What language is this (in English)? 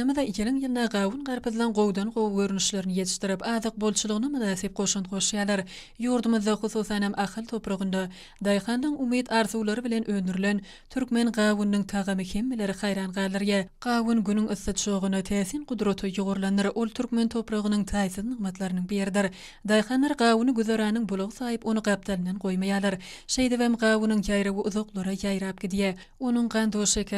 Turkmen